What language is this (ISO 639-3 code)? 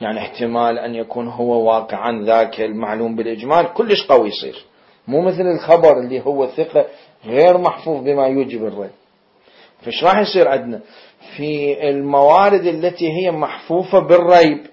acm